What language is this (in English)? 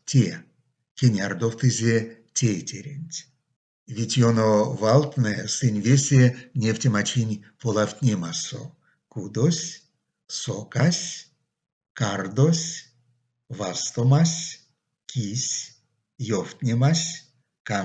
Erzya